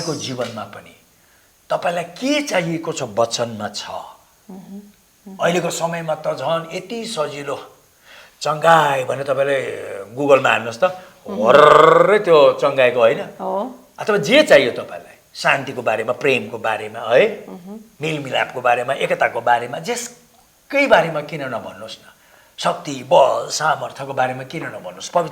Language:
Nepali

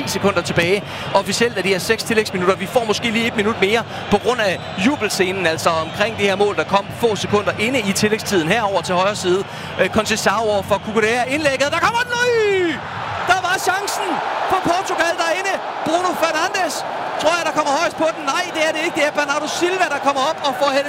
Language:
Danish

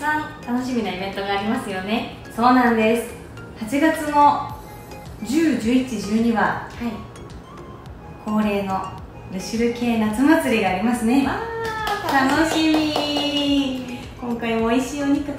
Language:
Japanese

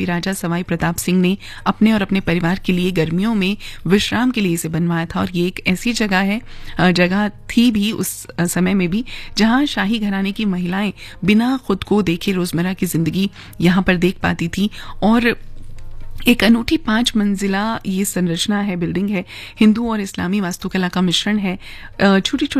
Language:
Hindi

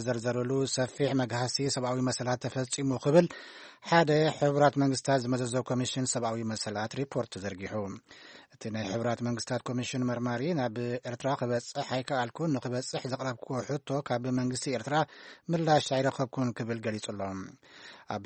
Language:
Tigrinya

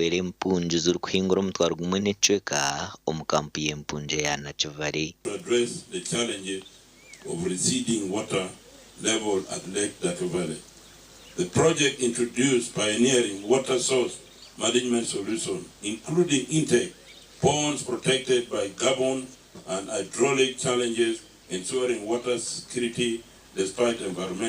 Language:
Nyankole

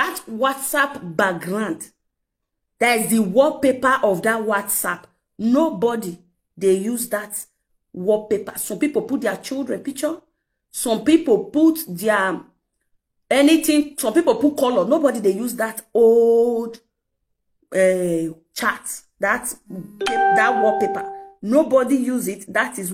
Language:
Nigerian Pidgin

